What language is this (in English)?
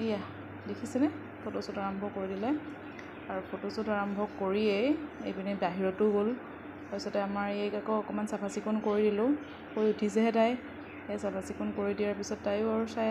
Assamese